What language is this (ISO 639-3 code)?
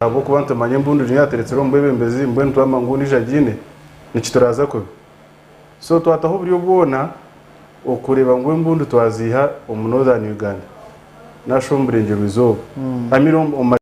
nyn